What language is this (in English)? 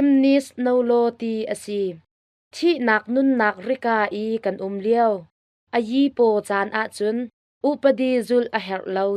Hakha Chin